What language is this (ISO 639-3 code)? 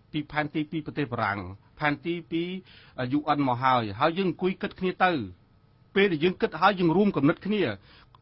khm